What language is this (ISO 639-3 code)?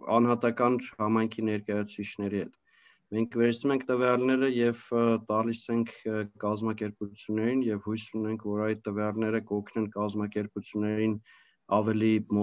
hye